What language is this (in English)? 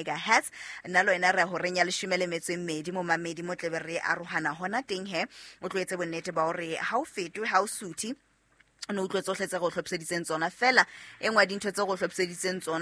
Southern Sotho